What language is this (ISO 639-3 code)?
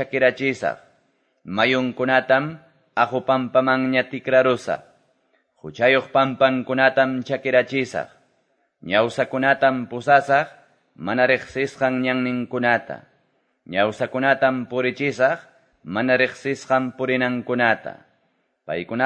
que